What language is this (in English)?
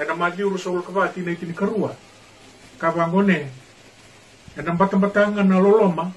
Fijian